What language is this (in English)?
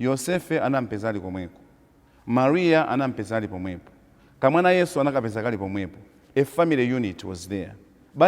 Nyanja